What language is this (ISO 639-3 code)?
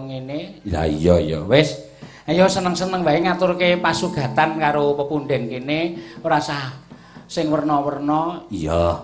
jav